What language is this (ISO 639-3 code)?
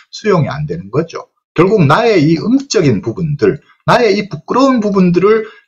kor